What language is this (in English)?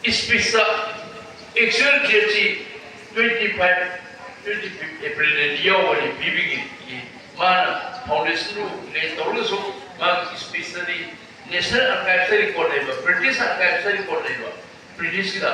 Manipuri